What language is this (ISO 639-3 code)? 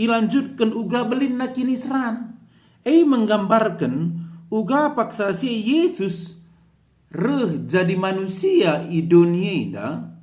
btx